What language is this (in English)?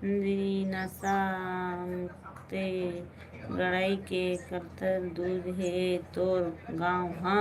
Chhattisgarhi